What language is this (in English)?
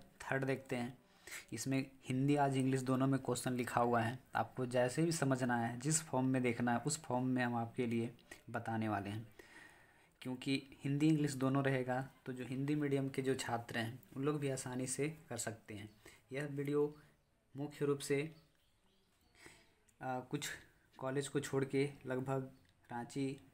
Hindi